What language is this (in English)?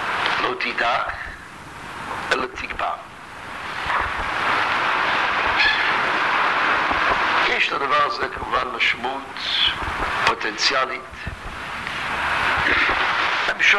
Hebrew